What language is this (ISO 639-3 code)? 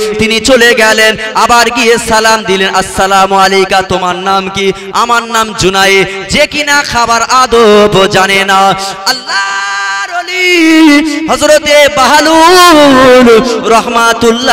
ben